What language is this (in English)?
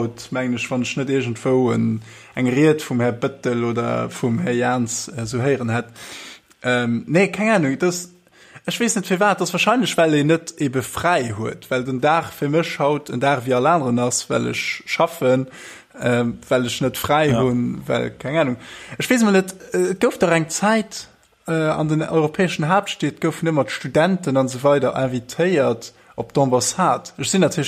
Luxembourgish